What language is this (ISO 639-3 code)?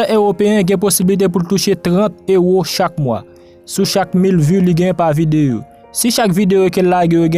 hat